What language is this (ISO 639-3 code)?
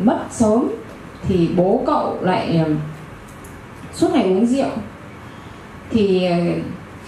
vie